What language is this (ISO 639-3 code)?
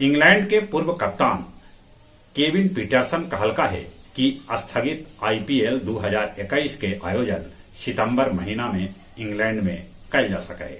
mag